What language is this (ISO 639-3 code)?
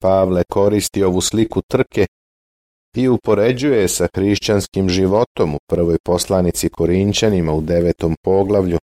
srp